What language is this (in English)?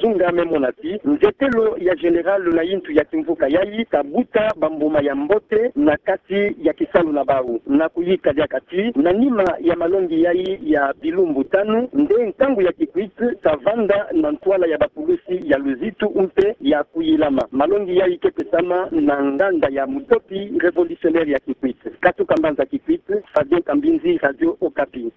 Kituba (Democratic Republic of Congo)